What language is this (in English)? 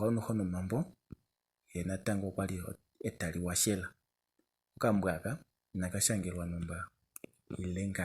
Kuanyama